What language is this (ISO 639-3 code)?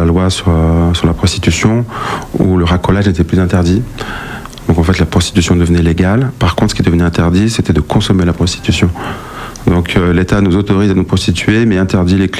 fra